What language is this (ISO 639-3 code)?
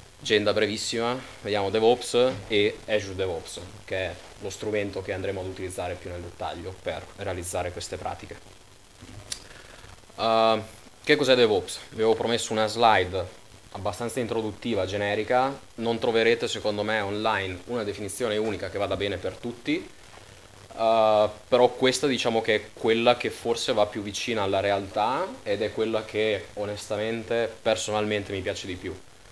ita